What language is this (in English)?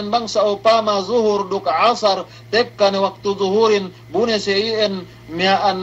Yakan